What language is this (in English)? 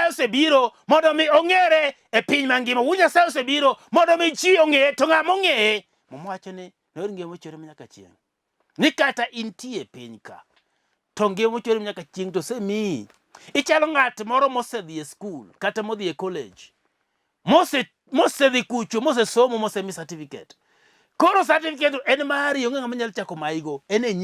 Luo (Kenya and Tanzania)